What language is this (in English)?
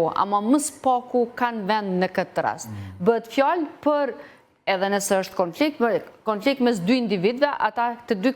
Albanian